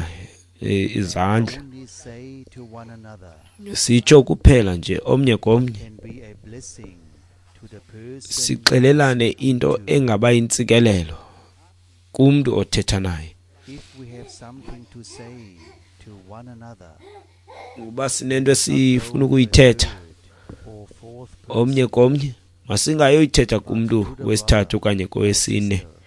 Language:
Xhosa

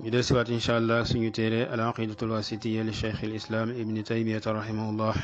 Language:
Wolof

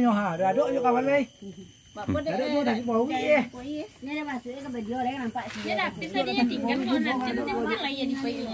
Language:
Minangkabau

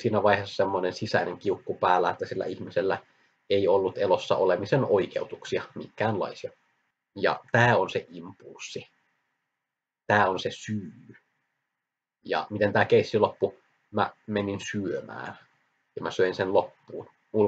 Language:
Finnish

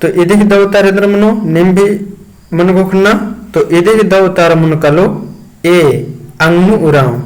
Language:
Kurukh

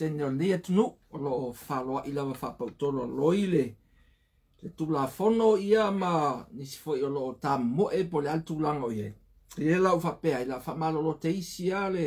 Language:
Samoan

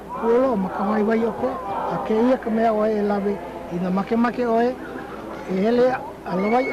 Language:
Hawaiian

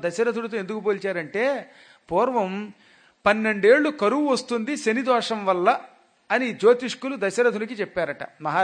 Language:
Telugu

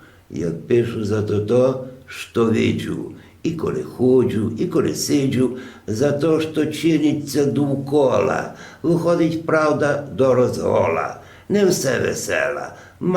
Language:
Rusyn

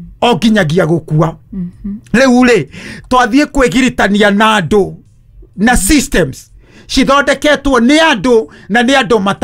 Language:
Kikuyu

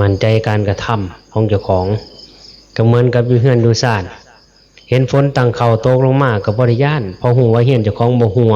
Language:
Northeastern Thai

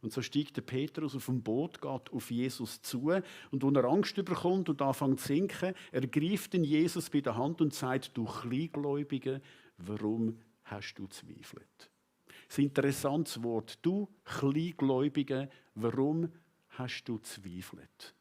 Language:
Swiss German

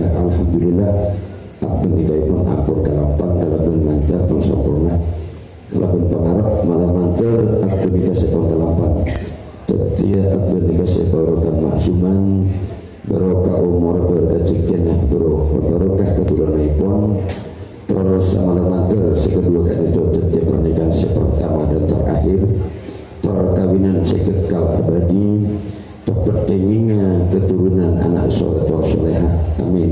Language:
Madurese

